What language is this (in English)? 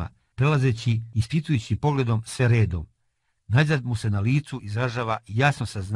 Serbian